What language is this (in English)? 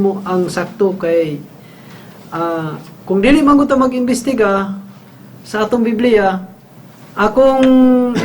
Cebuano